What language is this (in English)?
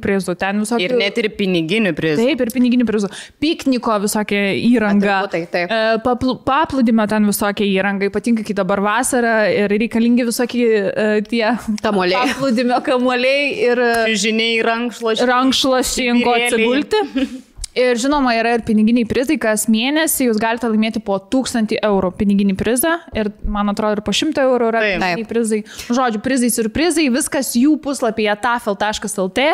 Lithuanian